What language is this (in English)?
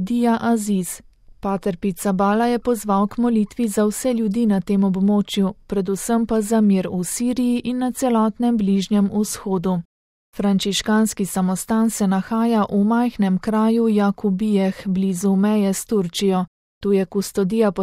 Slovenian